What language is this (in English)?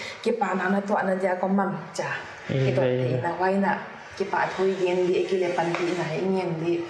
Paite Chin